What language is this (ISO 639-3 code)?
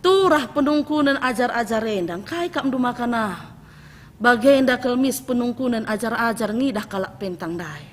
btx